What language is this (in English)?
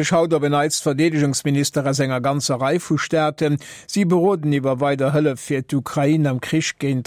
Luxembourgish